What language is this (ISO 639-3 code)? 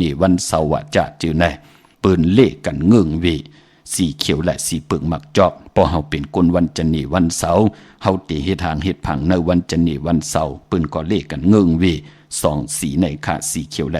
shn